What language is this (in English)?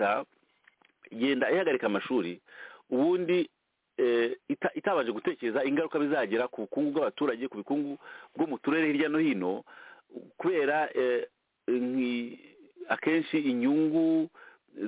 Kinyarwanda